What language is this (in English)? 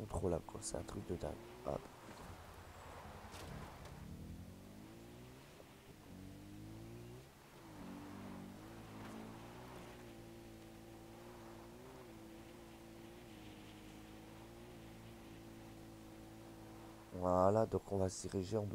French